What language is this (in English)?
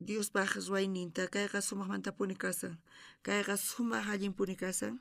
South Bolivian Quechua